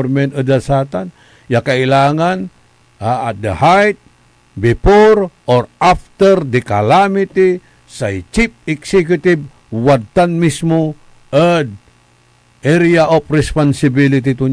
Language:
Pangasinan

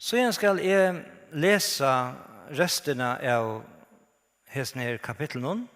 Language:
Faroese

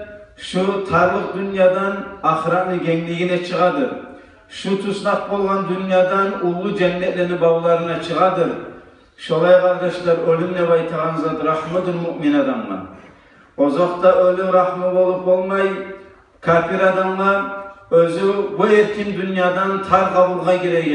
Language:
Kumyk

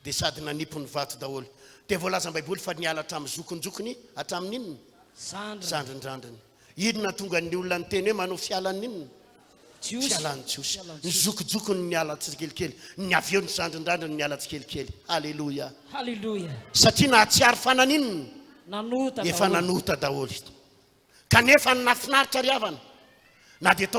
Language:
Malagasy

